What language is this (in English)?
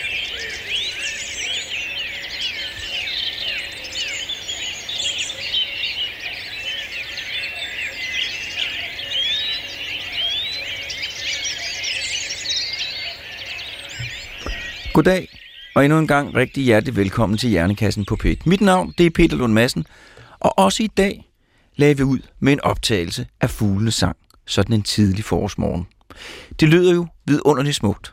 Danish